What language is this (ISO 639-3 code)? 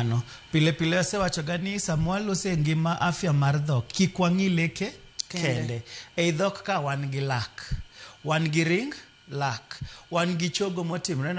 luo